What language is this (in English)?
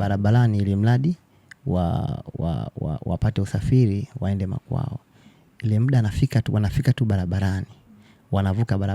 Swahili